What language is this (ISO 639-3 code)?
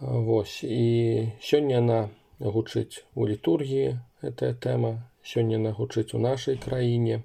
bel